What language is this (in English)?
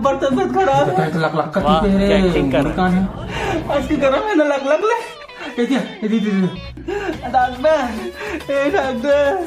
Chhattisgarhi